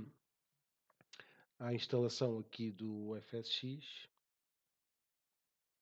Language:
Portuguese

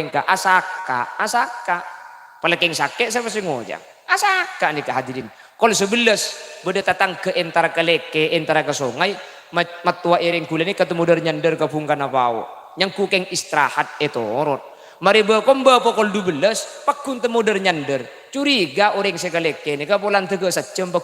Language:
Madurese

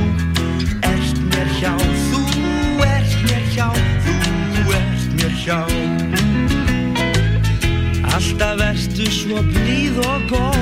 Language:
Icelandic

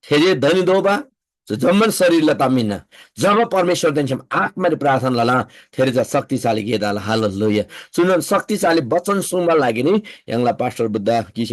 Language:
Eastern Tamang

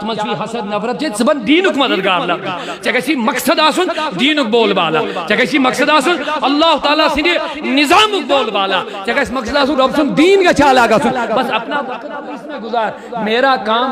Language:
Kashmiri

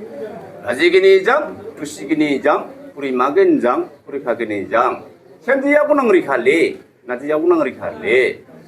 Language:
Dimasa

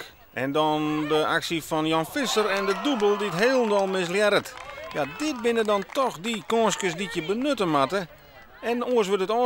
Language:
Western Frisian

